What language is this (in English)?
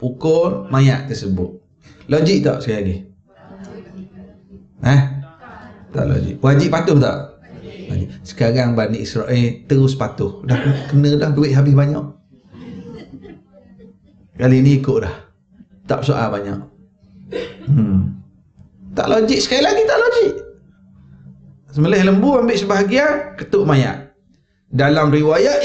Malay